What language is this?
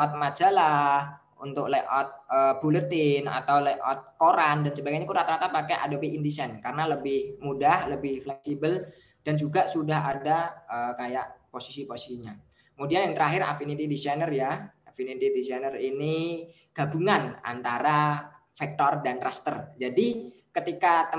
Indonesian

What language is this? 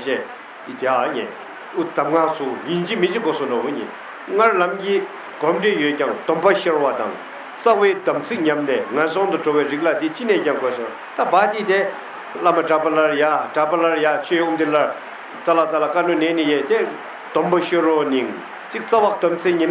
Tibetan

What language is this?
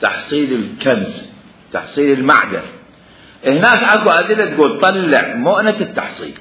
Mesopotamian Arabic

